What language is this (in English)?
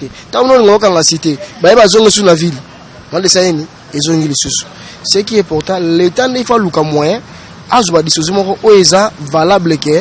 Lingala